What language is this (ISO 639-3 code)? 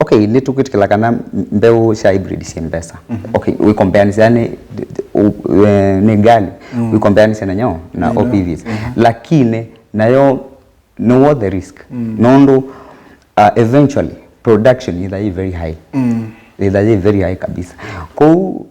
kam